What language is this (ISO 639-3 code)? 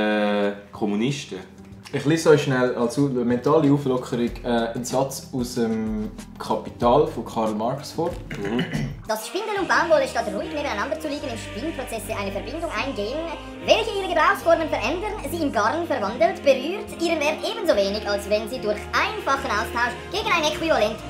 gsw